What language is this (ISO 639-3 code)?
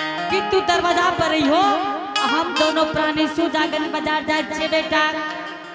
anp